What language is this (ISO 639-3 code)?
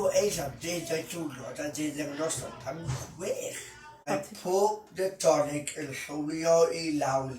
cym